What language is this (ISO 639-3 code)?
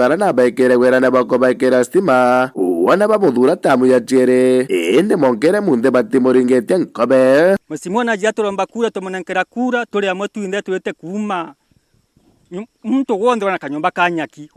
mer